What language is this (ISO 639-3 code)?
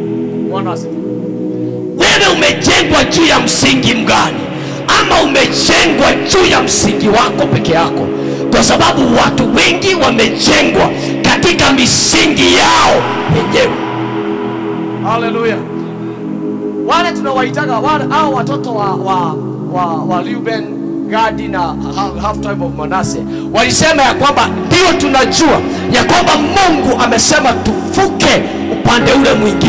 swa